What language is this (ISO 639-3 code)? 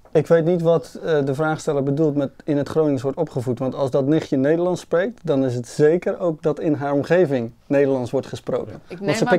nld